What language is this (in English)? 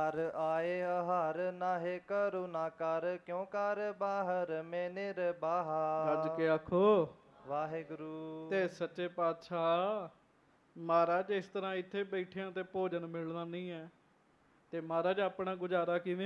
Punjabi